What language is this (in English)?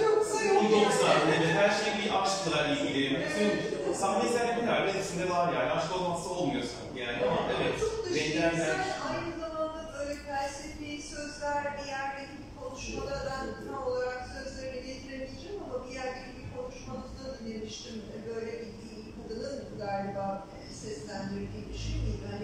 Turkish